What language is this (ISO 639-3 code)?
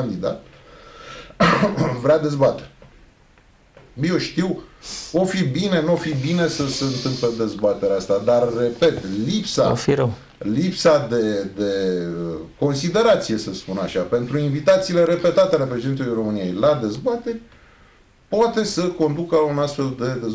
ron